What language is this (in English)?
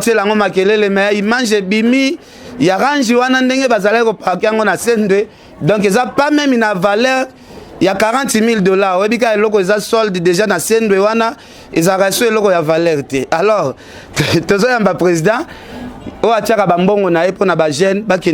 Lingala